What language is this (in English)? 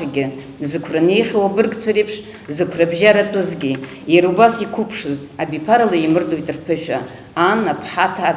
Abkhazian